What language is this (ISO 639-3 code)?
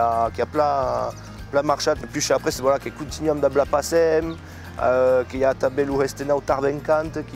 oci